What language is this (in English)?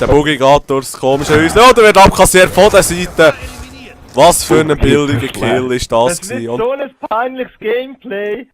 Swiss German